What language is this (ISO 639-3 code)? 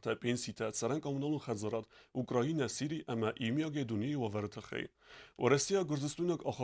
oss